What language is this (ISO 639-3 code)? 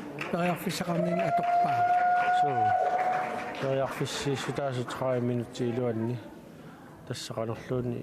kal